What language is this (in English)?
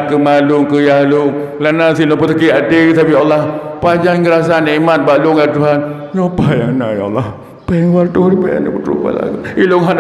Achinese